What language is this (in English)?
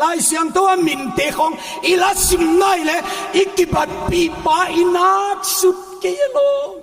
Paite Chin